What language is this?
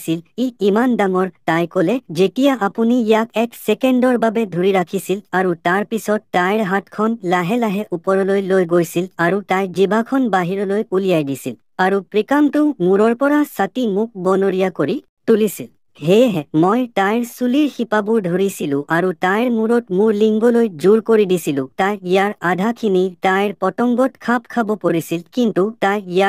Assamese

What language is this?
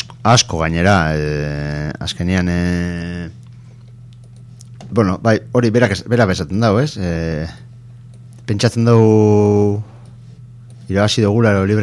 Basque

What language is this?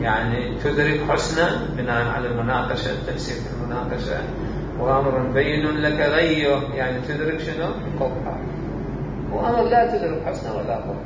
Mesopotamian Arabic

